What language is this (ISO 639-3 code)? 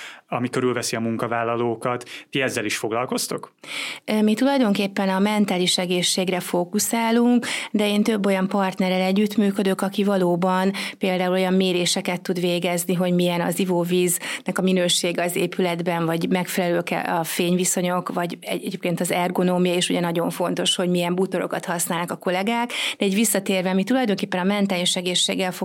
hun